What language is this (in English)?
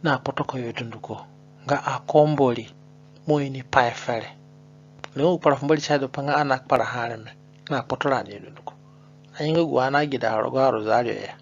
Zande (individual language)